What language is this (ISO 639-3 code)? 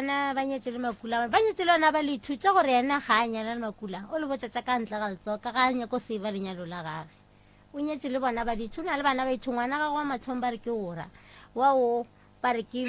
nso